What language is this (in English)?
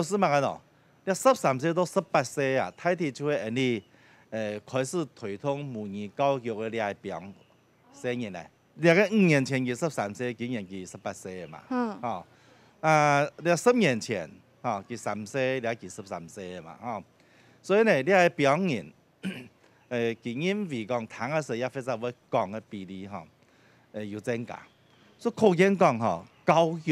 Hakka Chinese